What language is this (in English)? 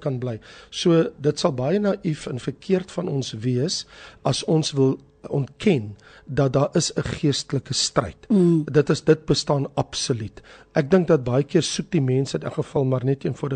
Afrikaans